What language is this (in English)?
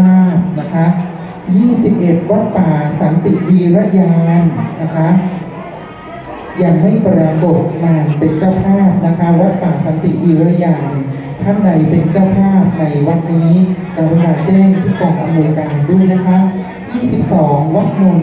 Thai